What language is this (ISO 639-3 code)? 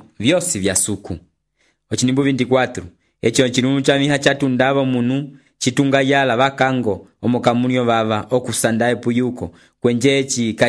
umb